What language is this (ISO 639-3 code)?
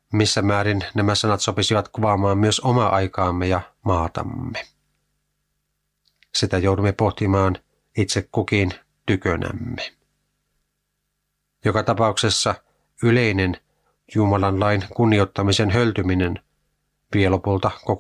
fin